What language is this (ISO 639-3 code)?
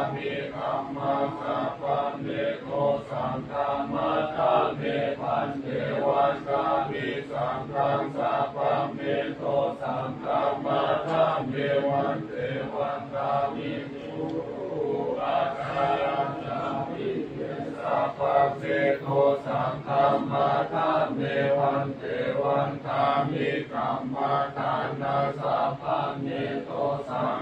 pli